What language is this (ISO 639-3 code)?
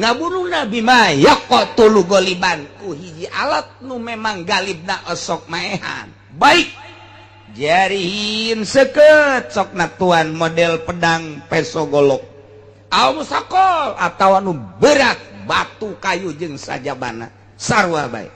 sun